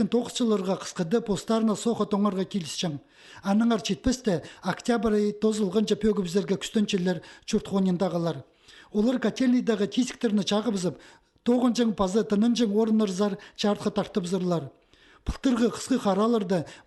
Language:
Khakas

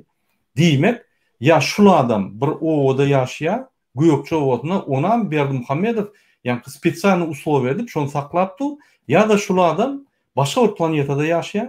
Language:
Turkmen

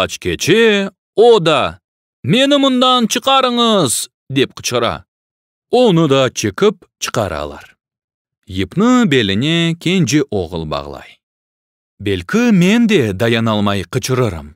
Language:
Crimean Tatar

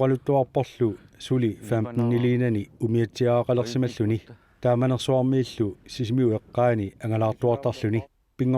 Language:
Kalaallisut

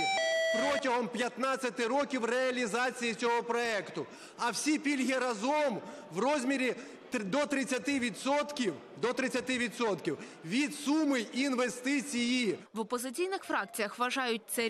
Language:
Ukrainian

